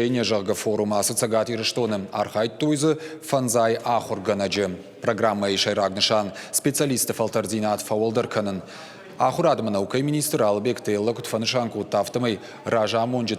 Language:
Ossetic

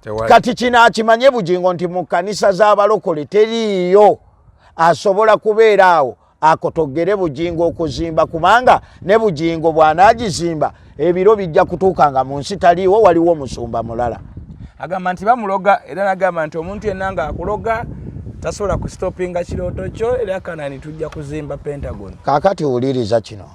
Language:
Ganda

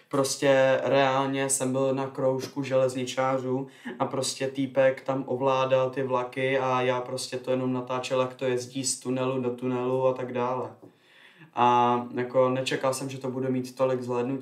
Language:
Czech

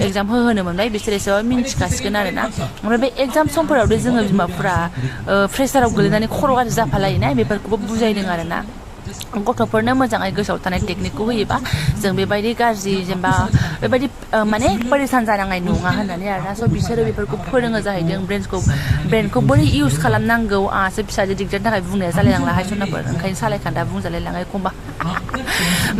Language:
Bodo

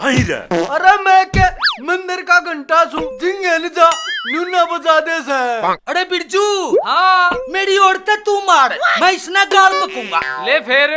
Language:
Haryanvi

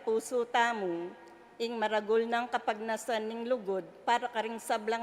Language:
Pampanga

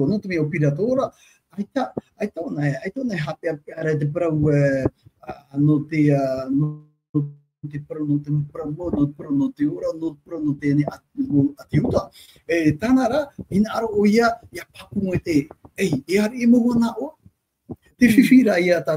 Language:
Tahitian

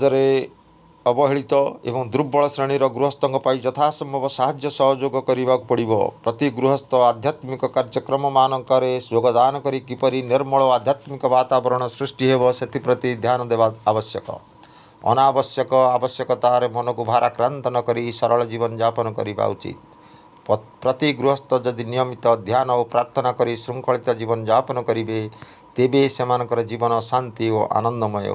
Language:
Odia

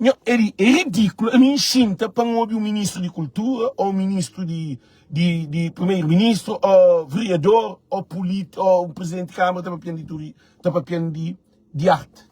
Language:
Kabuverdianu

